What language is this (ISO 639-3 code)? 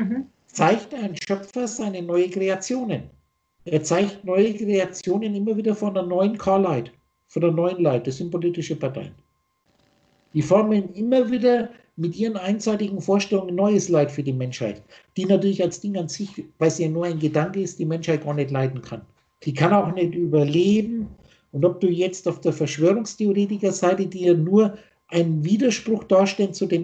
deu